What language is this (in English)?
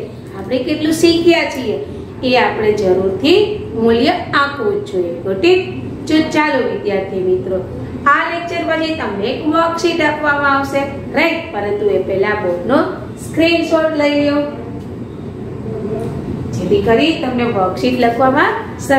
Gujarati